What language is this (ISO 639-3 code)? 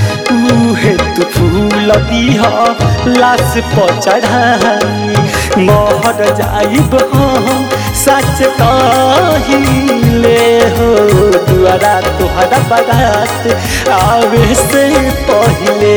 bho